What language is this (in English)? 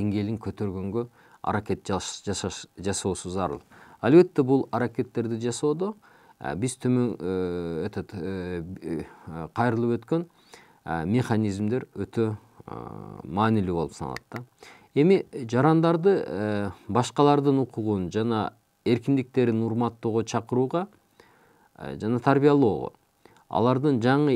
Kyrgyz